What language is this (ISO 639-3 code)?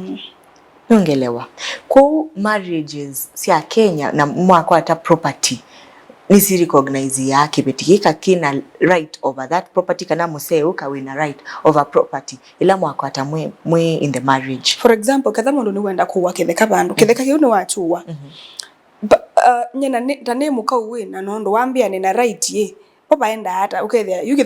kam